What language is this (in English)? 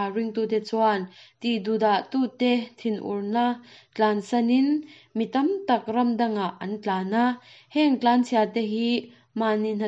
Mizo